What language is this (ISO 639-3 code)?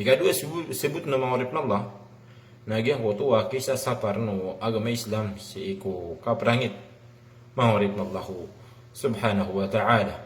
mrw